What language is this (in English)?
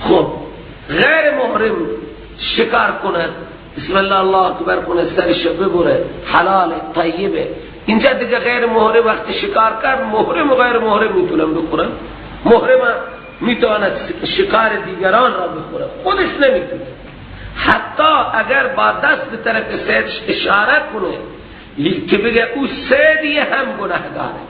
Persian